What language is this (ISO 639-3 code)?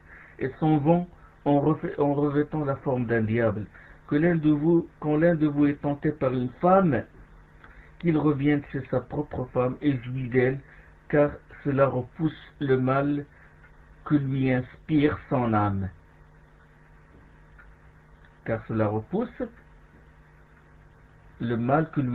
fra